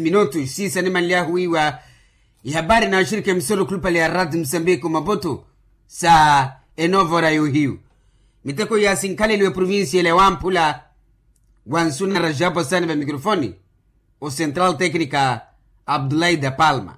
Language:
Makhuwa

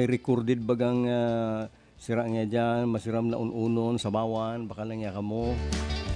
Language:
Bikol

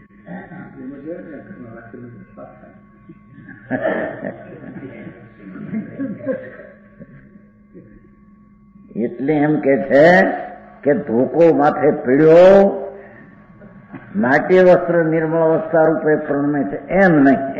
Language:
Gujarati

